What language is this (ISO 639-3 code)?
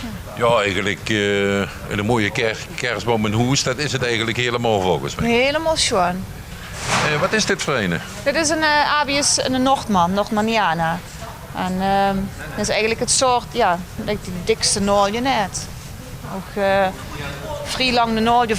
lim